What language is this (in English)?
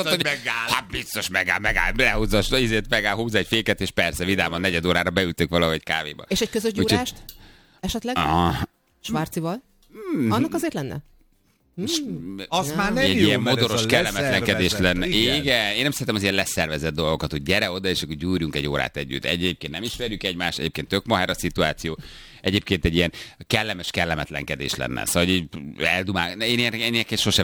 Hungarian